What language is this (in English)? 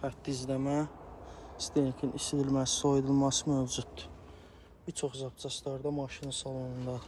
Azerbaijani